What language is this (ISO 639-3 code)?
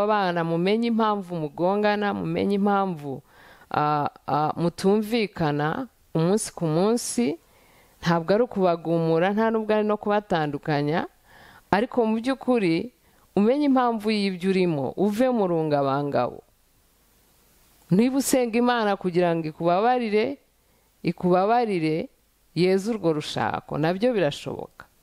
kin